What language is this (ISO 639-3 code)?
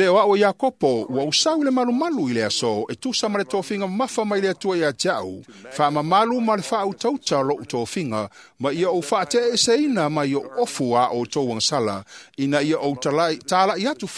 smo